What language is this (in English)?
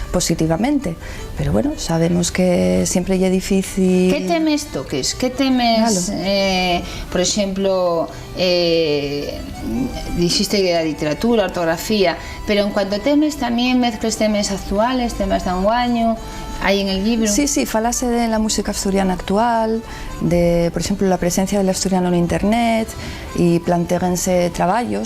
Asturian